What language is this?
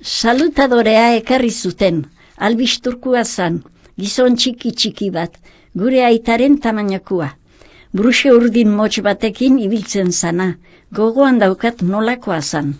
Basque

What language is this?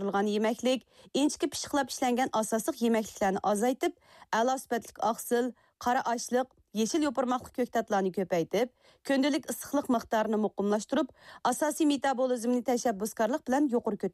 Uyghur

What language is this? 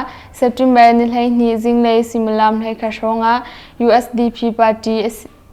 Hakha Chin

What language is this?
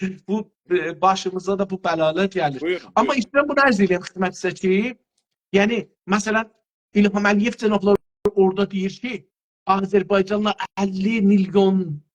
South Azerbaijani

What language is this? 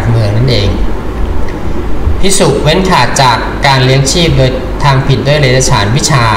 Thai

